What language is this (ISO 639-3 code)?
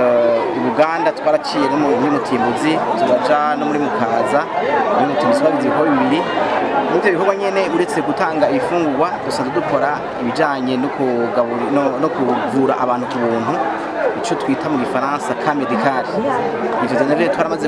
run